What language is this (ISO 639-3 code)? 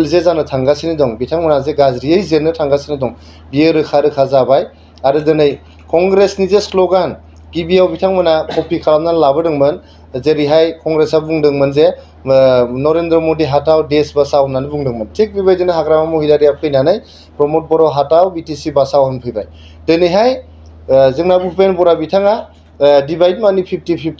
brx